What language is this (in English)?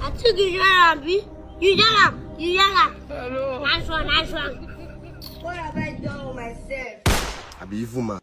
Nigerian Pidgin